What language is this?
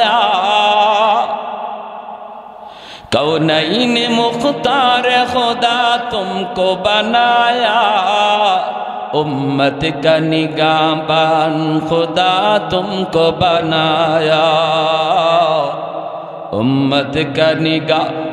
Bangla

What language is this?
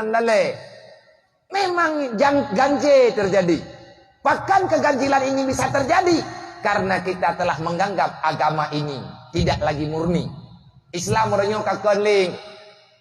Achinese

